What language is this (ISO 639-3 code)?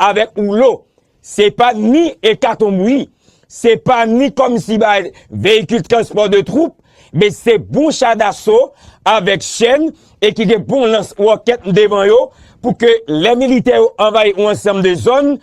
hat